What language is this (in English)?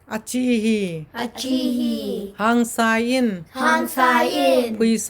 Tedim Chin